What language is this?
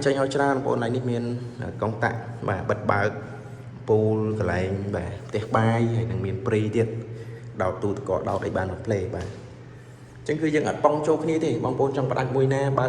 Khmer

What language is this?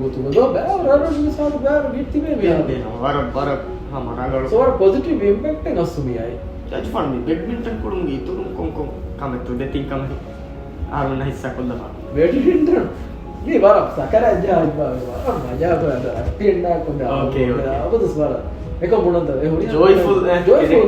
Divehi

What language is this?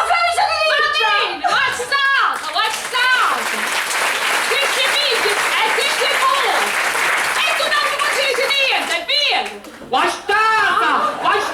Sicilian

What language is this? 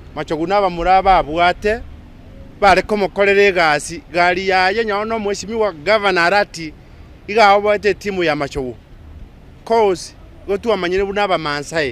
Gusii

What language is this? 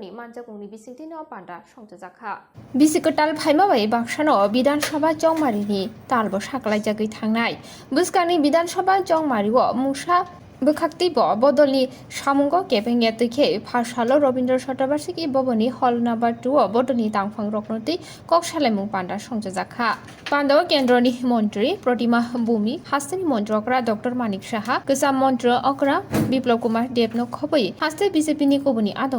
Kok Borok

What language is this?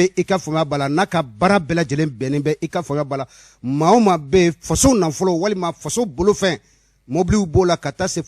Bambara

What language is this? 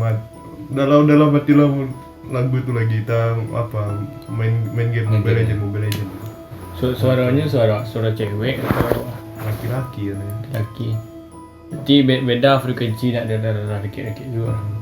Minangkabau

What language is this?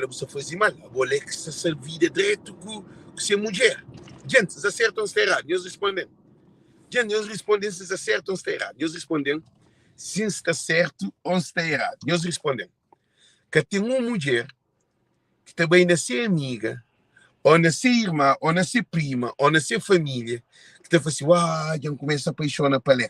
Kabuverdianu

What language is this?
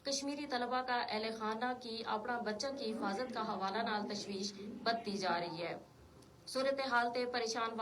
Gujari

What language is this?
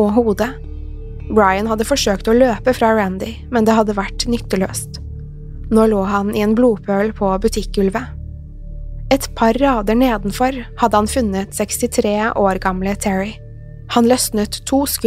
Norwegian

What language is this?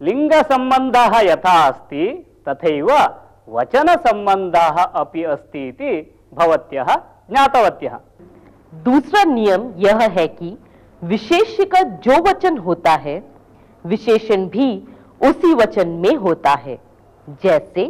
Sanskrit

